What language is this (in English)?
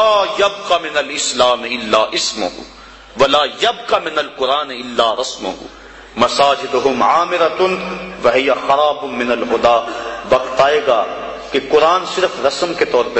Urdu